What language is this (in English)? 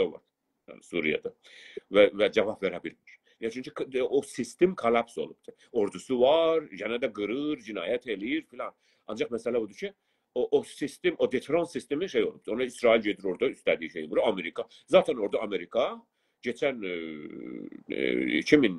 South Azerbaijani